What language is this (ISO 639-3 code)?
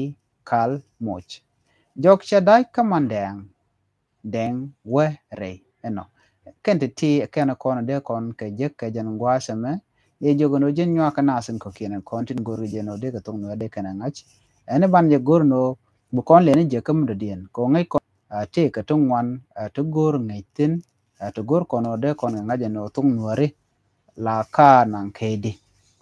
nus